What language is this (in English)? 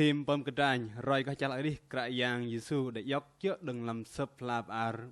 Bahnar